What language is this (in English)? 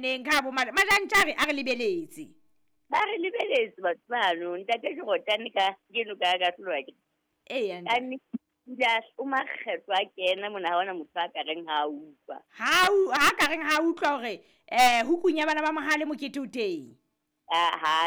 Southern Sotho